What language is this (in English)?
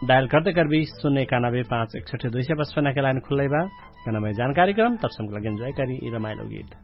Dangaura Tharu